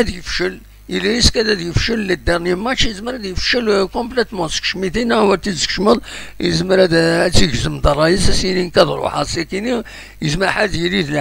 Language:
Kabyle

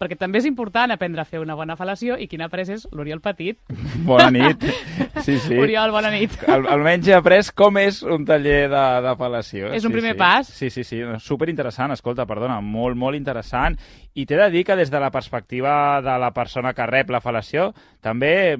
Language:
Catalan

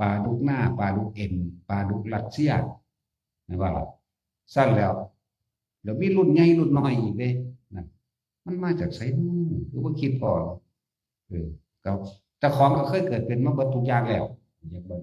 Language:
Northeastern Thai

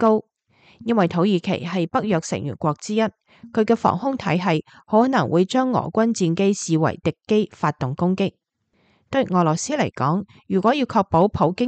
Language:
Cantonese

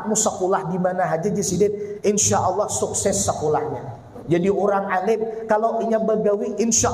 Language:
Banjar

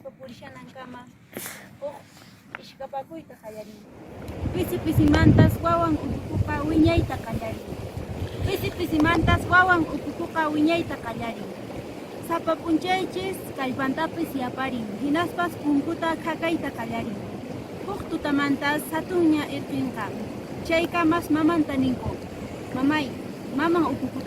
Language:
Quechua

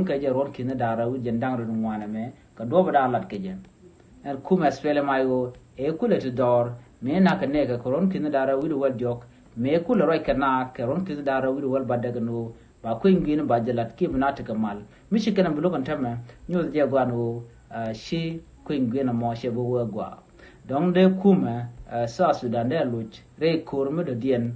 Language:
Nuer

